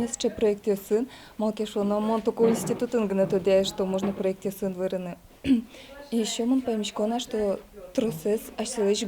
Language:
Udmurt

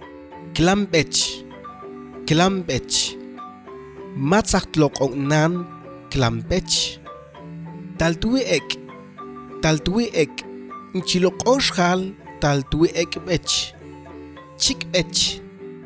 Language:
Mam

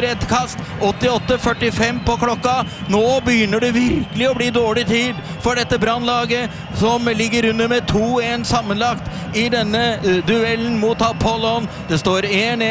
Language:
Norwegian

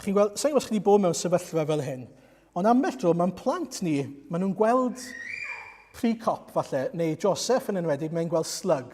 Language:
Welsh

